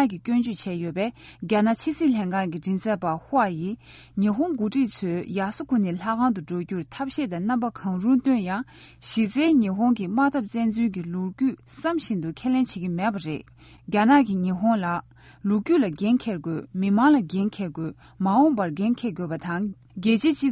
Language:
Tibetan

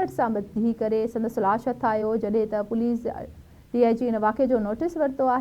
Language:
Sindhi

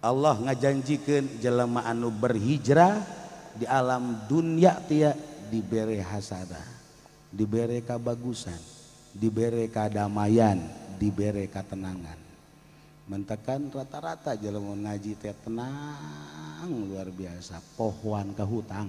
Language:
Sundanese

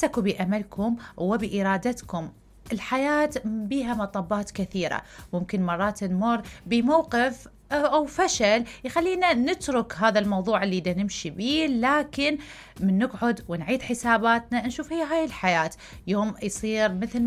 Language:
Mesopotamian Arabic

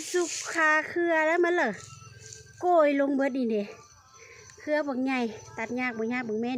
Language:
Lao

